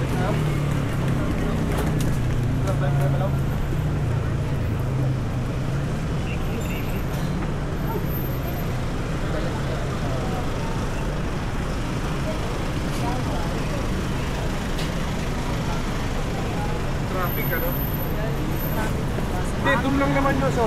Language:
Filipino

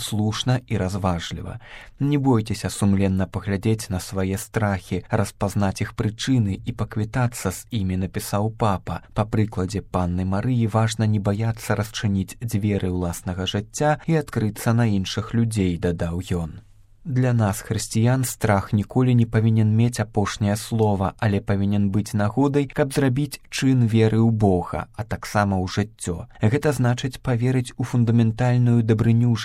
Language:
Belarusian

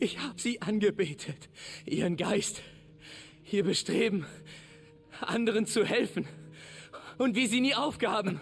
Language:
Bavarian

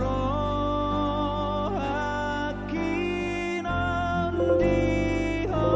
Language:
Batak Toba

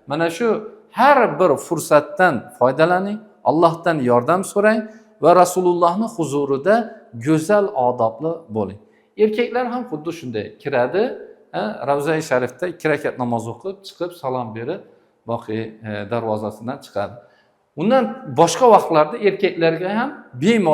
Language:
Uzbek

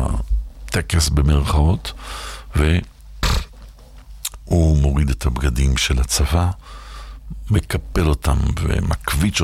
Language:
Hebrew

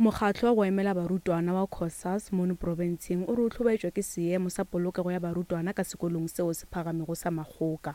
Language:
Northern Sotho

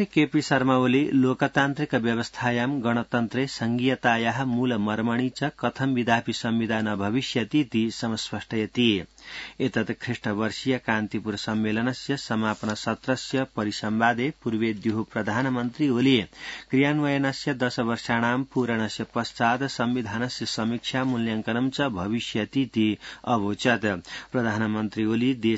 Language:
Sanskrit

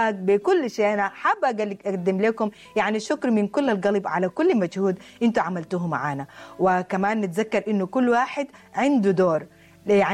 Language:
Sudanese Arabic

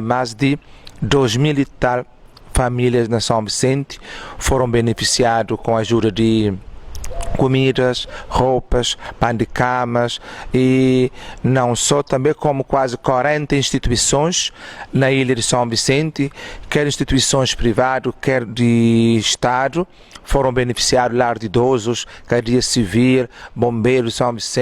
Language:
Kabuverdianu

